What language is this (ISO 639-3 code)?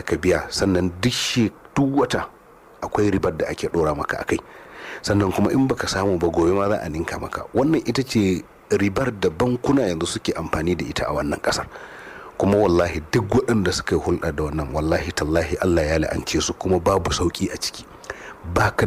hau